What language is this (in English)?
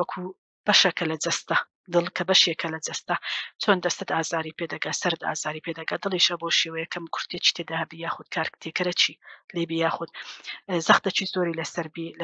Central Kurdish